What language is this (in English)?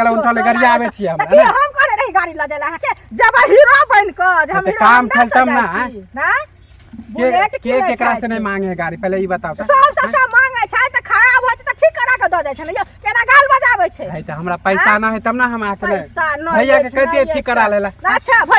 Maithili